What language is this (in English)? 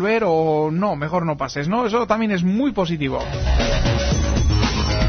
Spanish